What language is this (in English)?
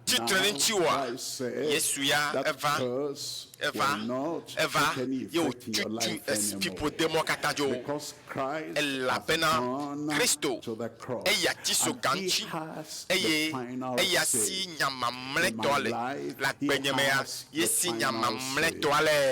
Ewe